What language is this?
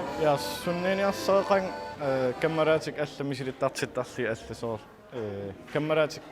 Kalaallisut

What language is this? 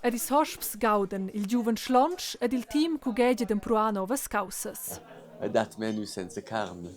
Romansh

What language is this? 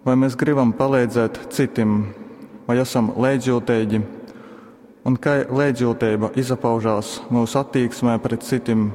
Latgalian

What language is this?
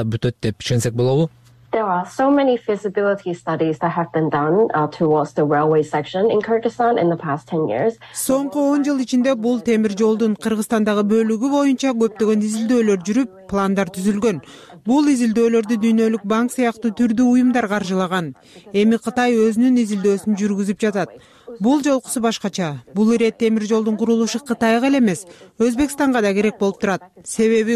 Kyrgyz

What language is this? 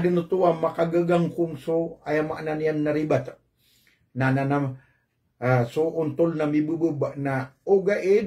Maranao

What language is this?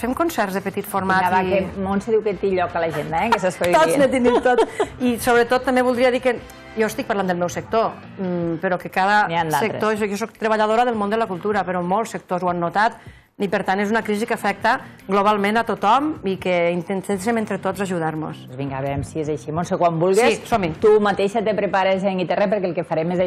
Catalan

